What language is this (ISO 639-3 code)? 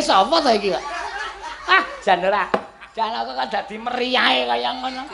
jav